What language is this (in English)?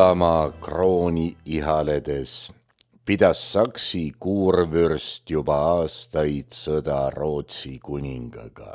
Estonian